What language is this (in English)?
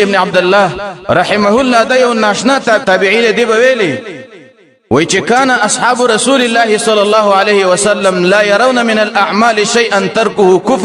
Pashto